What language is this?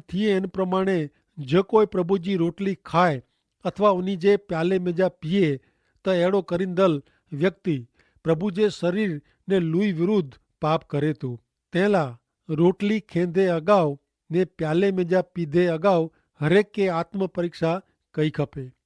Kachhi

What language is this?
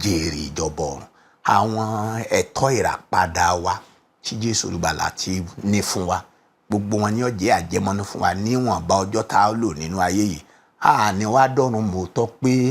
Yoruba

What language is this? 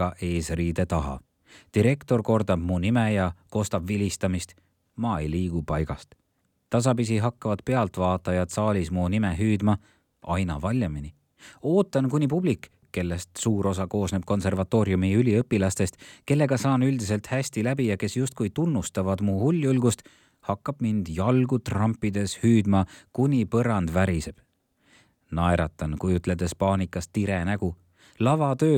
Estonian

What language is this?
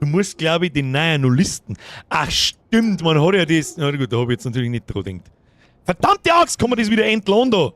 Bavarian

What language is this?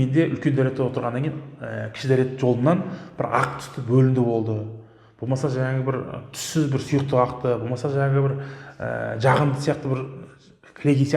Kazakh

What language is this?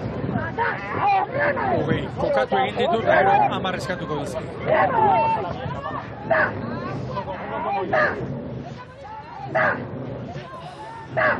Basque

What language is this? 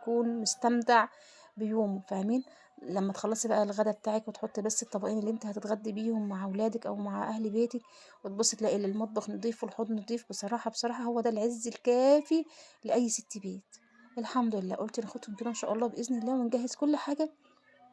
Egyptian Arabic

